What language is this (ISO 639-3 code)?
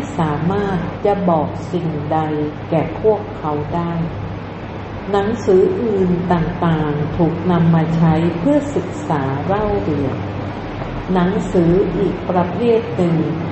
tha